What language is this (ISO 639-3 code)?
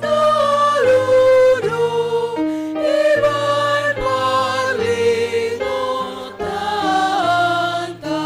bts